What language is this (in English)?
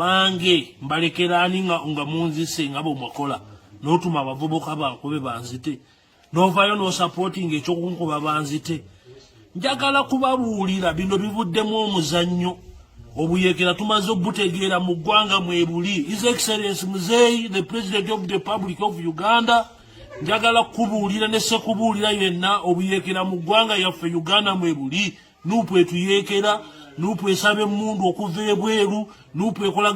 Ganda